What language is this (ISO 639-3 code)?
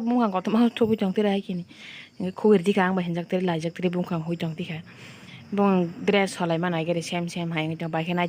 trp